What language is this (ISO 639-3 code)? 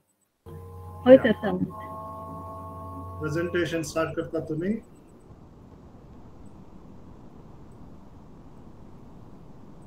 kok